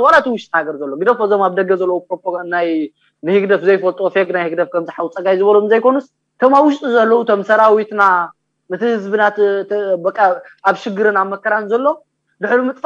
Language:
Tigrinya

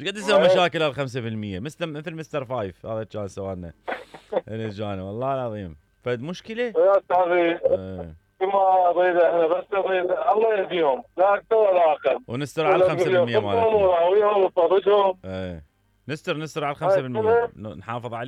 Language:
Mesopotamian Arabic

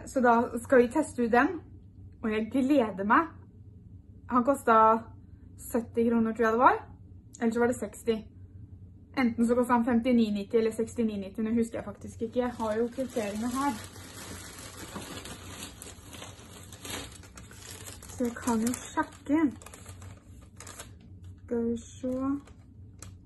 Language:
Norwegian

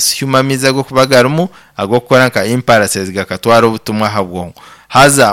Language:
Nyankole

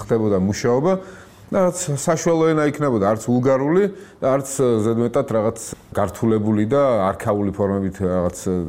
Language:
Georgian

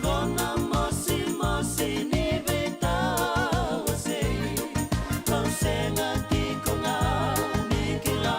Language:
Fijian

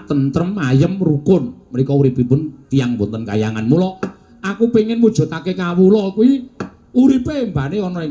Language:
Javanese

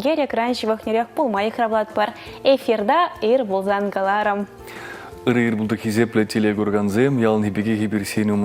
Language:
Chuvash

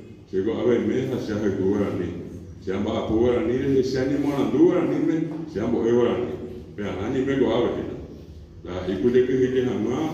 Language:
Guarani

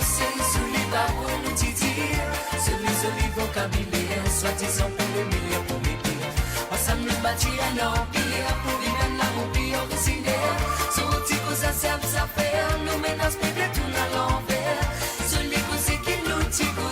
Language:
Morisyen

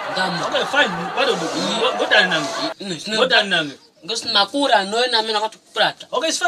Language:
Kwangali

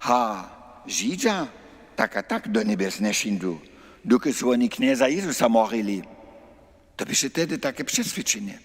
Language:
Upper Sorbian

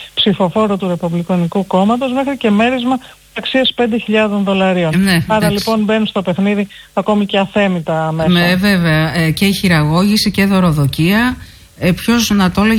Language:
Greek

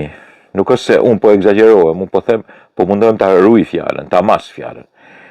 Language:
Albanian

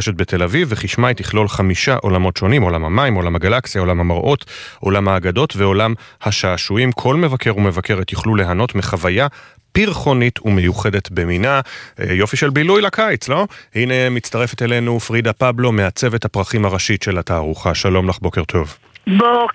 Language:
Hebrew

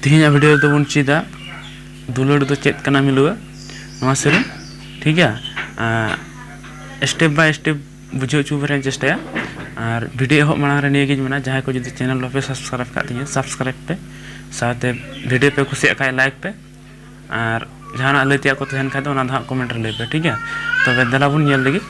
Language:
Santali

